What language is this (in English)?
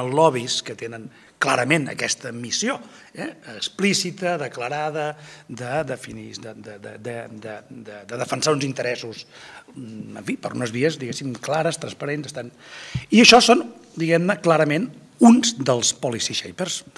Catalan